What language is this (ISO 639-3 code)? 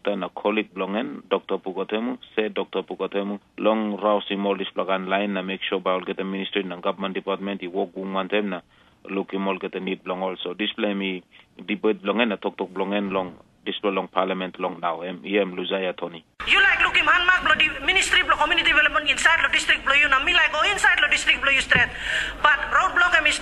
tpi